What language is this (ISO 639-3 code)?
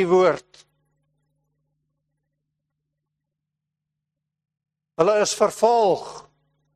afr